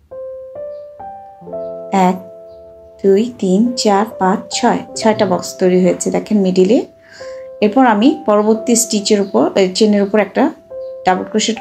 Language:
Bangla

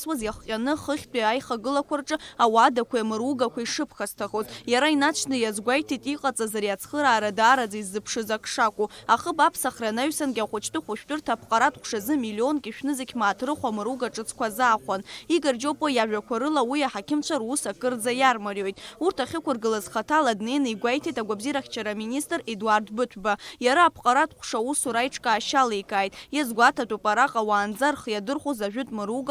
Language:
Abkhazian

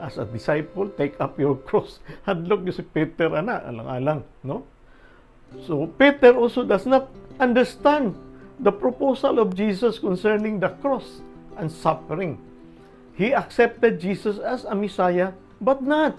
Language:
Cebuano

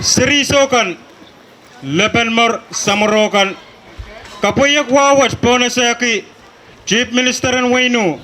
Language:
Pohnpeian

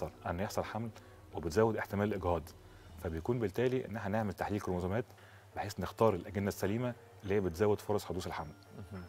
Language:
Egyptian Arabic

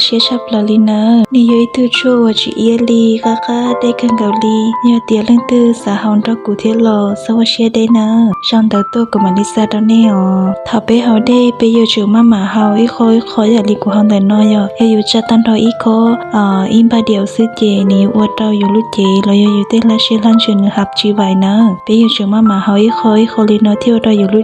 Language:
Hmong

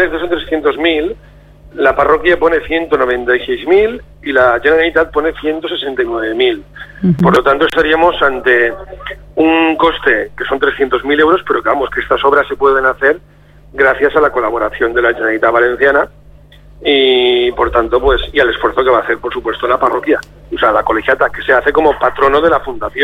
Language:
Spanish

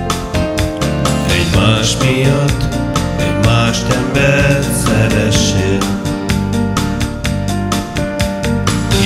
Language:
Hungarian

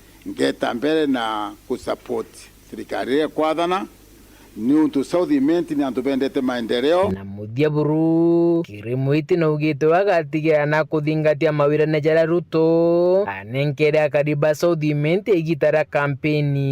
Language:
Meru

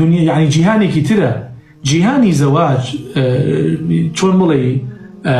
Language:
Central Kurdish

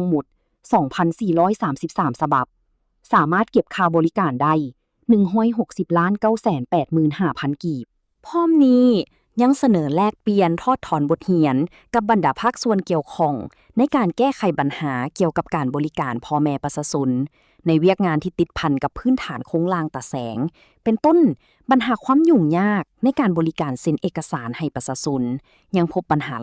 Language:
Lao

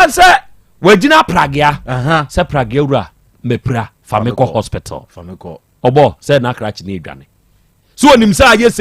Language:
Akan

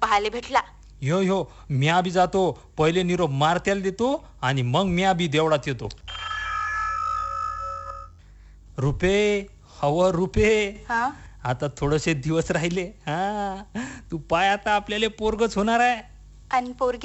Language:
Marathi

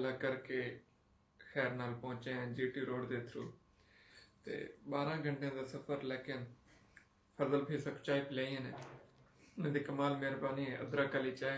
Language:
Saraiki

